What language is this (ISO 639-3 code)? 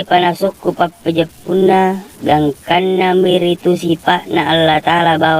bug